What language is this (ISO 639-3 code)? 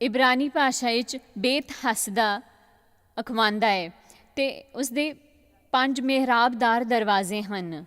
doi